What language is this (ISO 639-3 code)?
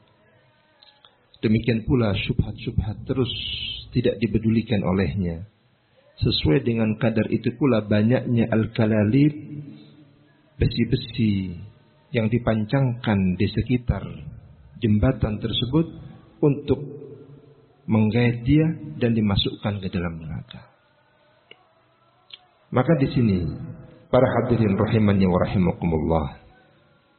ind